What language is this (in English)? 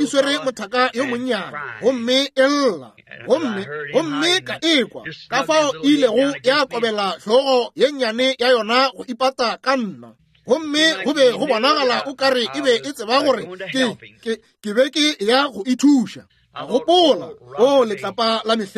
Northern Sotho